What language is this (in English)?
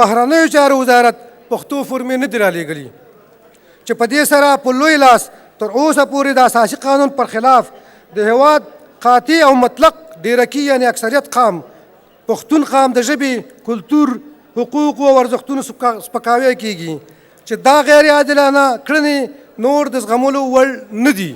Pashto